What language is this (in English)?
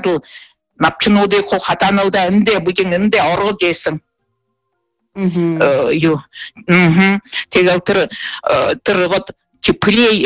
Buriat